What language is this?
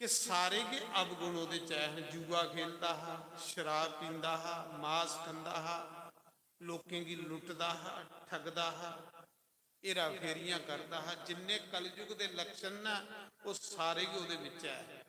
Dogri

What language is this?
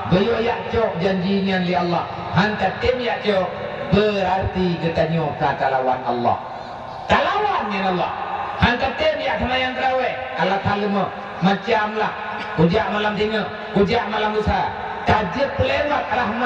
Achinese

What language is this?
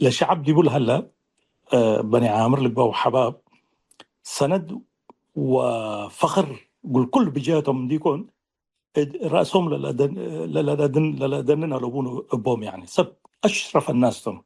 Tigre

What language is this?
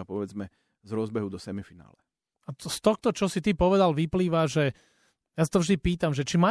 Slovak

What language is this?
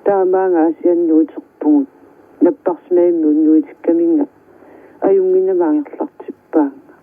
Kalaallisut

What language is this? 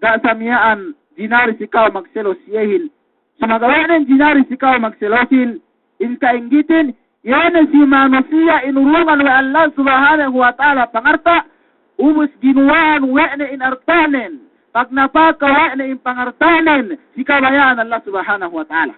Yakan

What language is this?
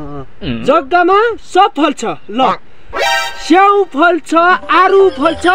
Nepali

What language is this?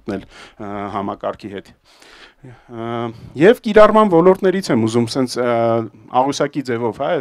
Armenian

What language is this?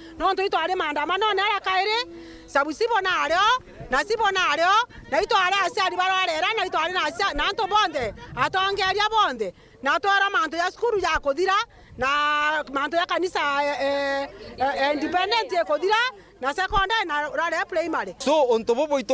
Meru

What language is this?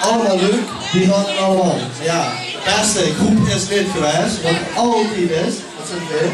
Limburgish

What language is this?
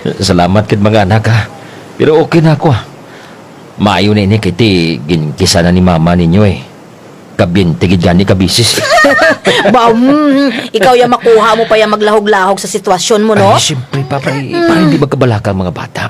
Kinaray-a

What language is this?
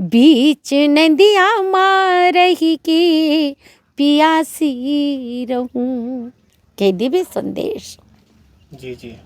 Chhattisgarhi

